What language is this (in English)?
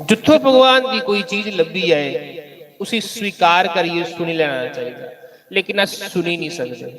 Dogri